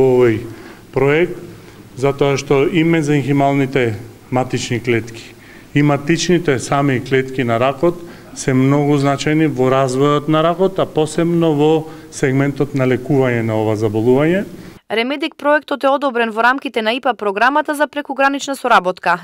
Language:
Macedonian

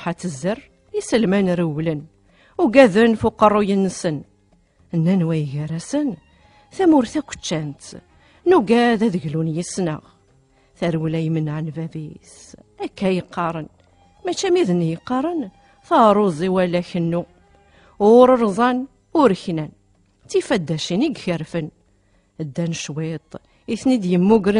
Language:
Kabyle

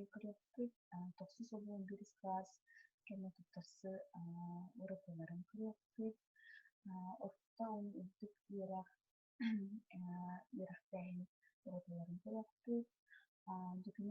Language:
Yakut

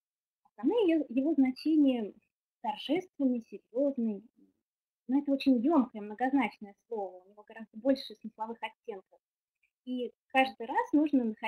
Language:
Russian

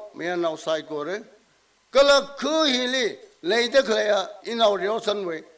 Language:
Tangkhul Naga (India)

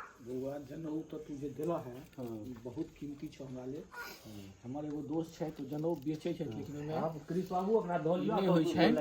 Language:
Maithili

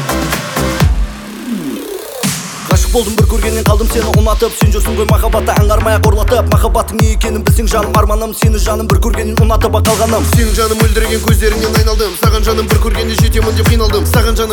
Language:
Kazakh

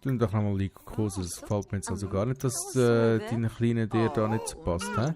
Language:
Swiss German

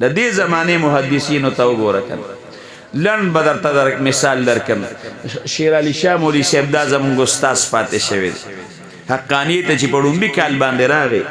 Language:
Pashto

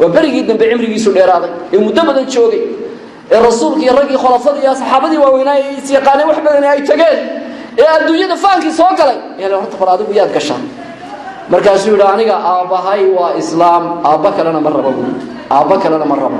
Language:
Somali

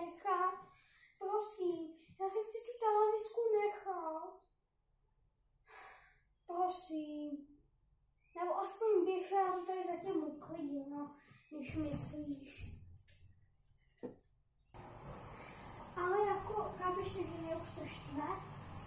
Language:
Czech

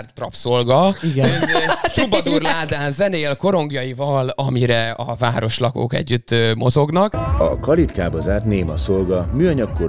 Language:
Hungarian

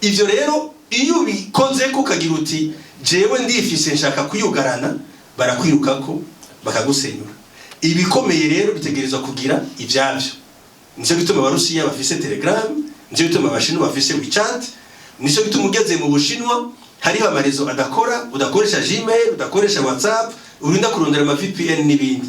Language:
Rundi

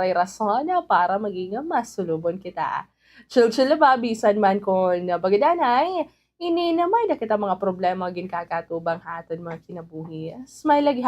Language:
Waray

